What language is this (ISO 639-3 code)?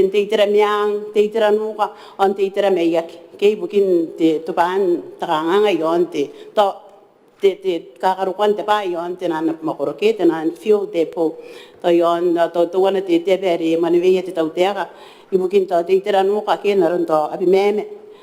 gil